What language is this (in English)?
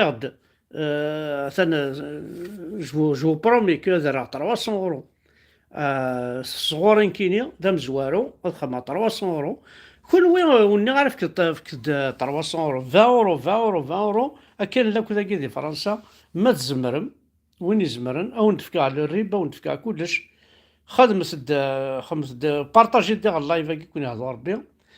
Kabyle